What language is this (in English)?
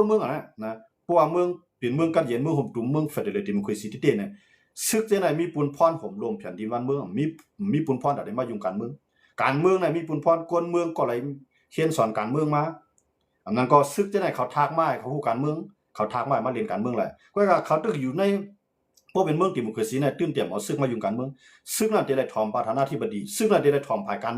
Shan